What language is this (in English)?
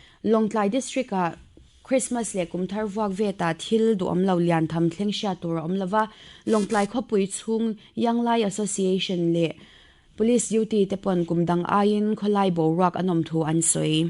Mizo